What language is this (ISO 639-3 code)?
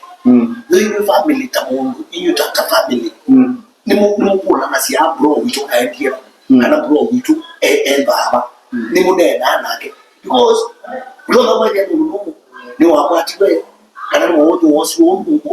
kam